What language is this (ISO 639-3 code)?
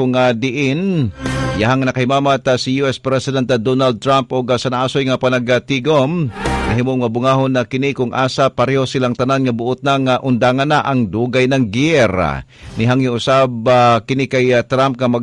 ceb